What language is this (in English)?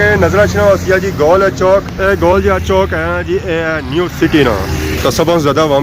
Pahari-Potwari